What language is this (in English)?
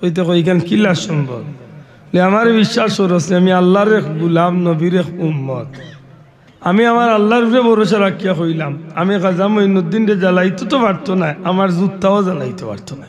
Sylheti